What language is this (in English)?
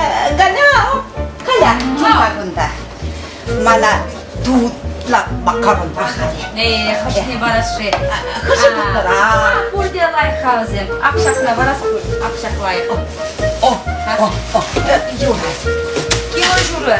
Chuvash